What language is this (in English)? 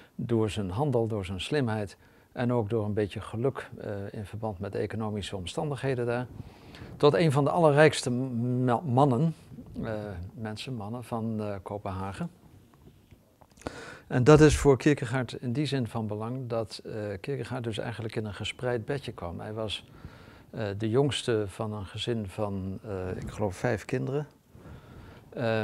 Dutch